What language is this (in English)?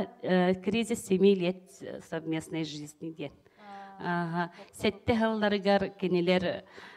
Yakut